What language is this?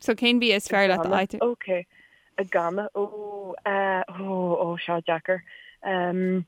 Irish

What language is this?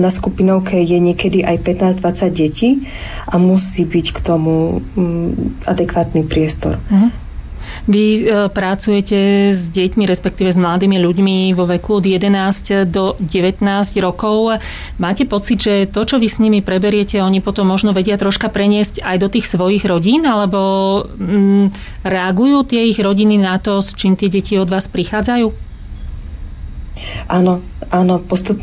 Slovak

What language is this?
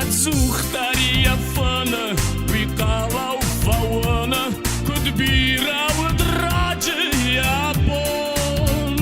Ossetic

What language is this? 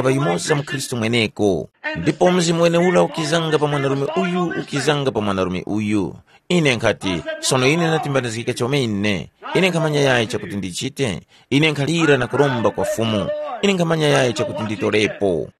Tumbuka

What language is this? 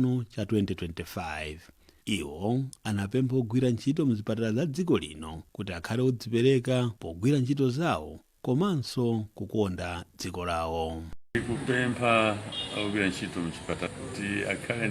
Nyanja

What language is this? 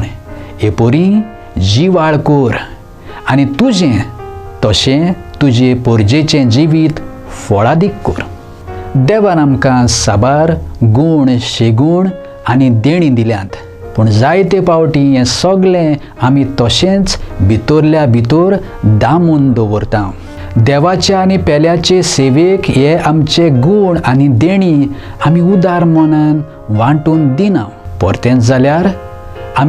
Konkani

